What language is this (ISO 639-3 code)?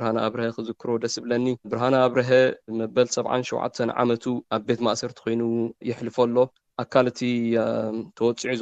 tir